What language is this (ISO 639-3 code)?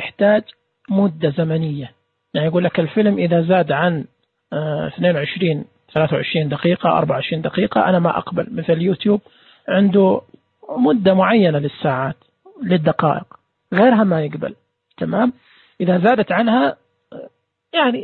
ars